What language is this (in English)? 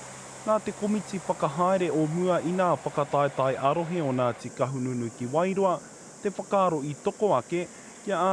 Māori